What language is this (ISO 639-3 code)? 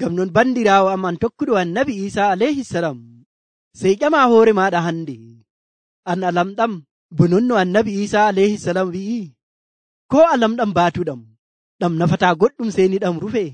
fuv